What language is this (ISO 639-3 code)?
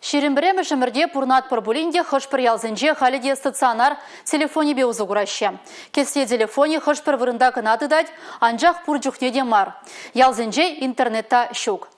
chv